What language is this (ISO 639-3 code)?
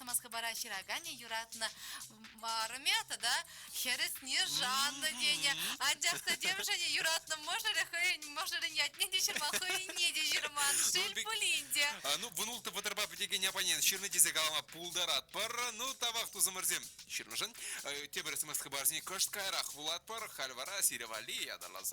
chv